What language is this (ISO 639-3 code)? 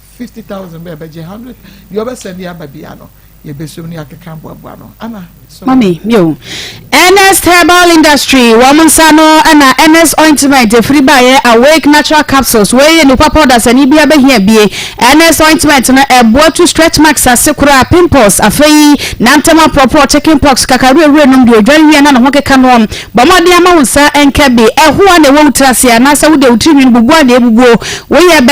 aka